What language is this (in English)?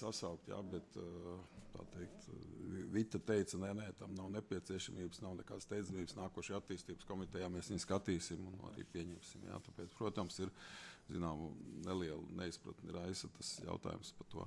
Latvian